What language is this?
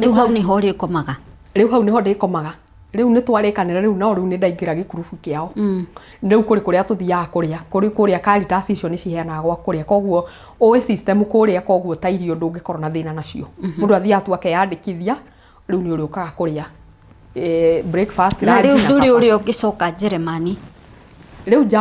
Kikuyu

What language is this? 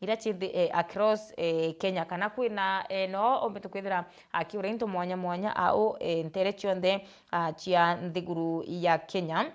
Meru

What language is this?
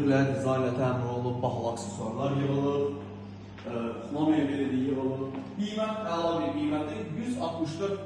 Azerbaijani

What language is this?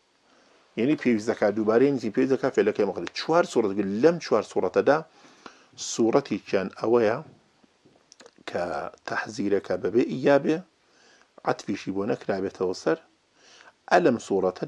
Arabic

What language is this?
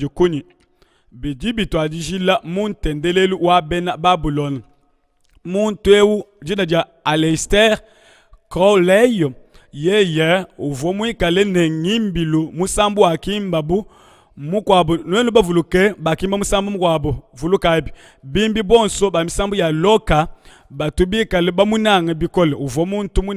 Luba-Lulua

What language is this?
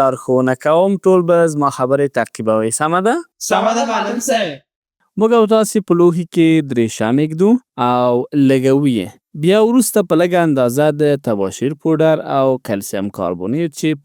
Pashto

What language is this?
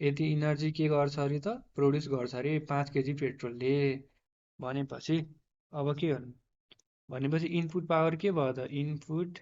Nepali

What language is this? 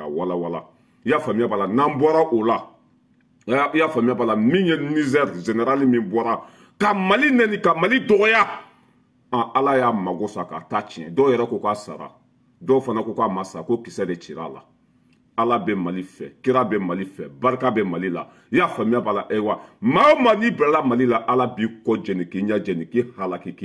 Bambara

